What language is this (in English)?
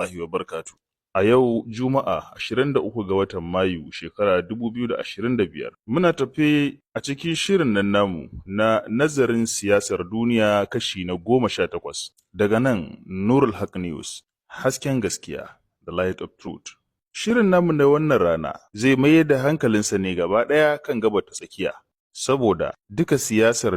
Hausa